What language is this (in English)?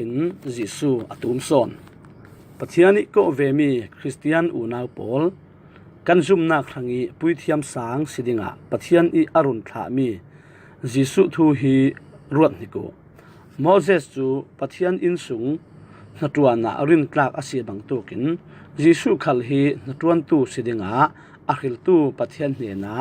Falam Chin